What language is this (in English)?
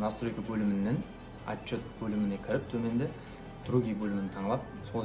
Kara-Kalpak